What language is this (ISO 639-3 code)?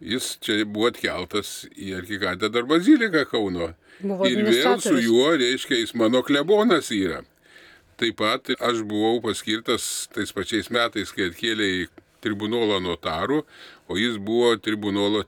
lit